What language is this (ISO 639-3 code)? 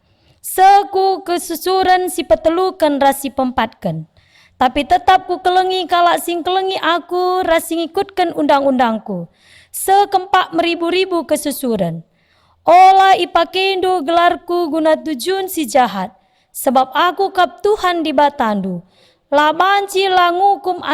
btx